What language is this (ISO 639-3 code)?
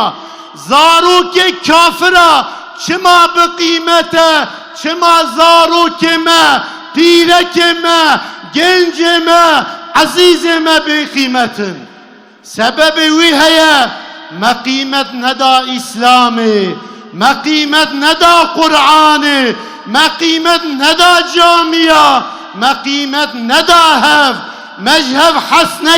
kur